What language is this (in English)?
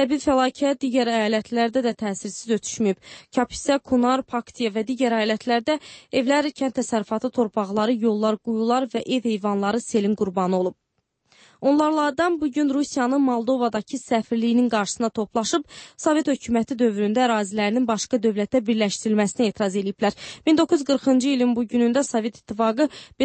Azerbaijani